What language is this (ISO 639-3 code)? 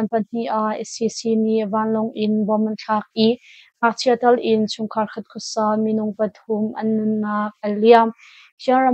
cnh